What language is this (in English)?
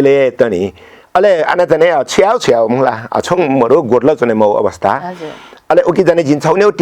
Newari